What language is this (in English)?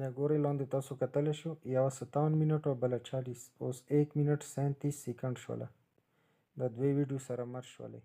Pashto